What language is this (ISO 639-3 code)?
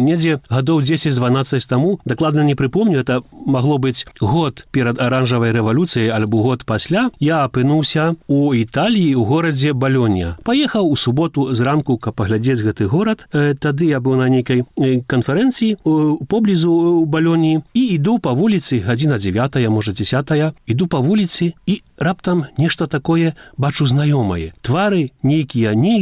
bel